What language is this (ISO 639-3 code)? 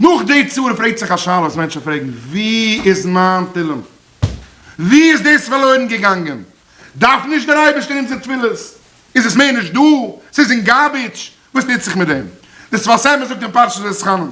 yid